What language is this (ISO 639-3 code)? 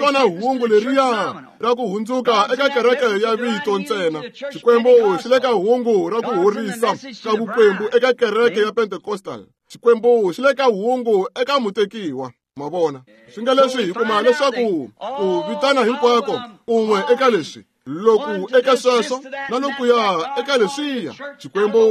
tso